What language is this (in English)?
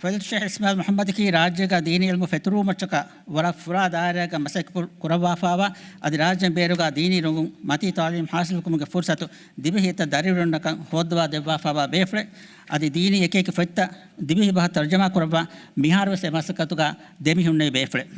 Divehi